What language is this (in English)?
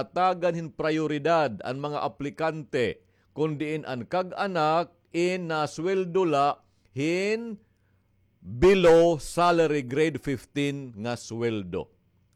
Waray